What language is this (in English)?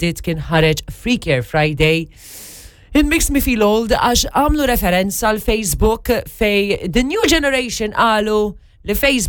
Maltese